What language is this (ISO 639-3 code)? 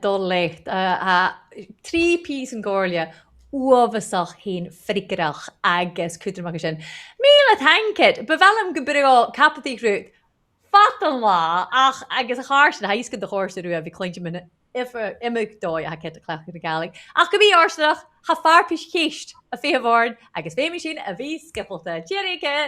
gla